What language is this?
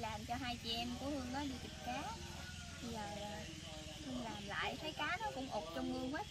Vietnamese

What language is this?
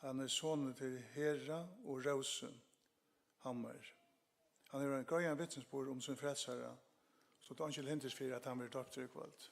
Faroese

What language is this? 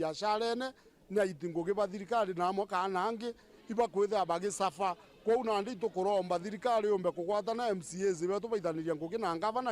Meru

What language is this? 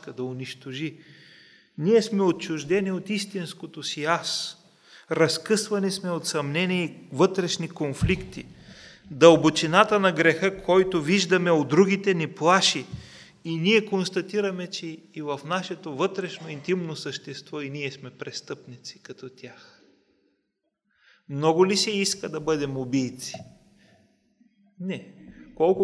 Bulgarian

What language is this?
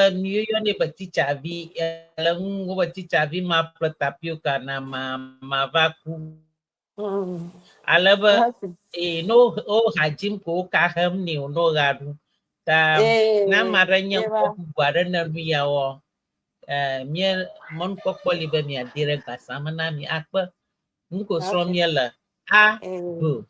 Ewe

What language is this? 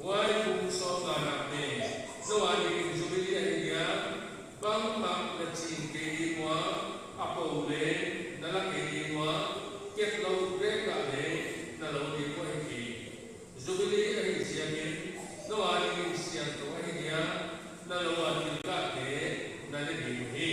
Paite Chin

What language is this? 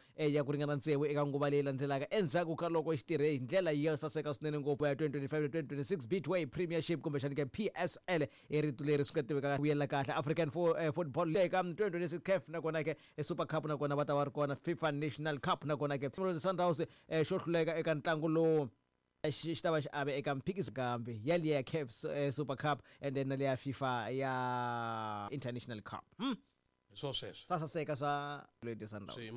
Tsonga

